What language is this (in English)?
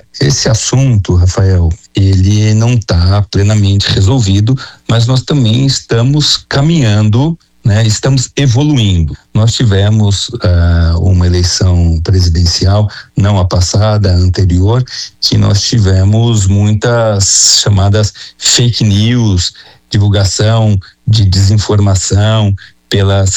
Portuguese